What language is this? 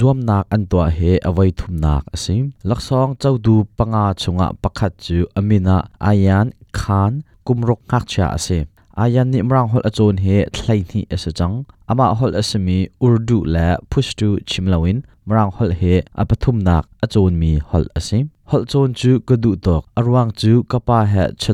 Hakha Chin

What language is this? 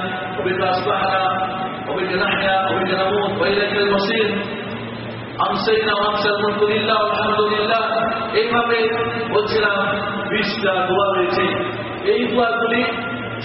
Bangla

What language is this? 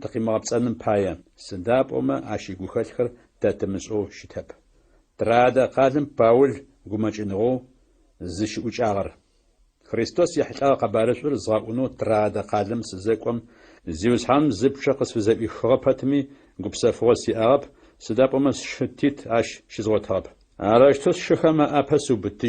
Adyghe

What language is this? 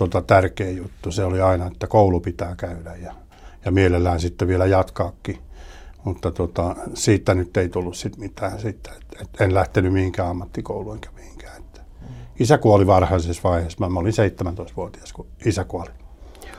Finnish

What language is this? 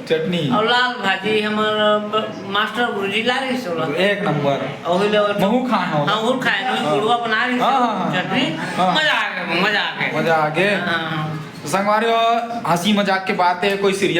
Chhattisgarhi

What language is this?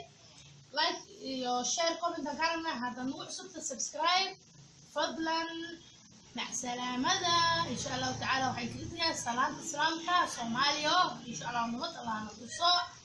Somali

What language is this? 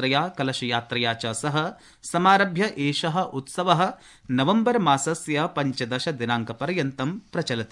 Sanskrit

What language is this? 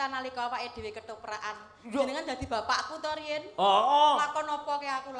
Javanese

